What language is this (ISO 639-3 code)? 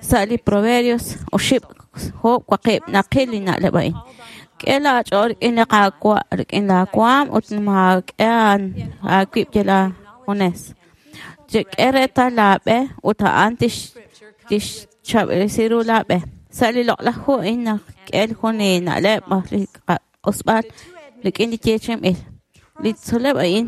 kek